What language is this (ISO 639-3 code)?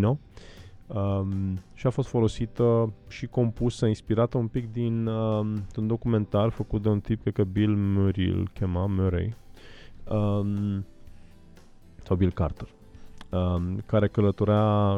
ron